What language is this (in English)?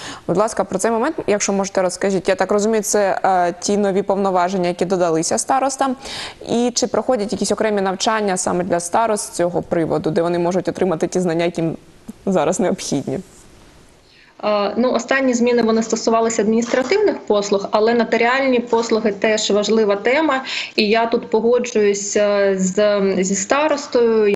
Ukrainian